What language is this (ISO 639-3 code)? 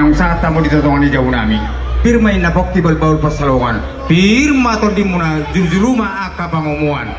bbc